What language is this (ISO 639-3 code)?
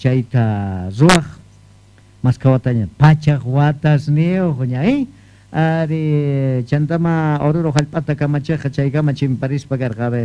que